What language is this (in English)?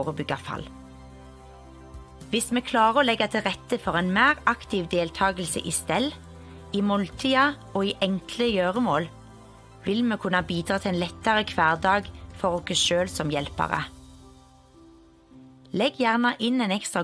Norwegian